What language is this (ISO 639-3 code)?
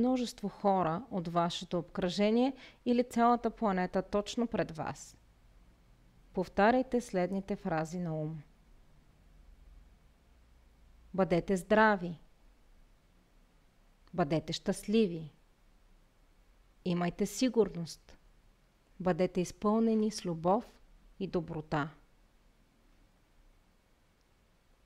bul